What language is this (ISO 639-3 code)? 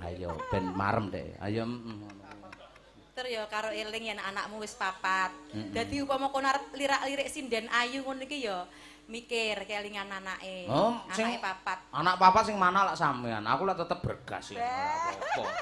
jav